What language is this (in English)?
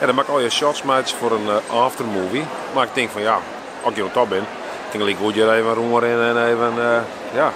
Western Frisian